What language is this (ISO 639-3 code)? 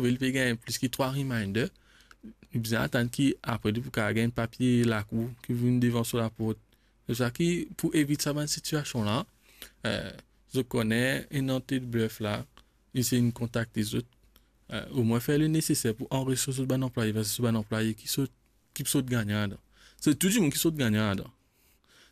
mfe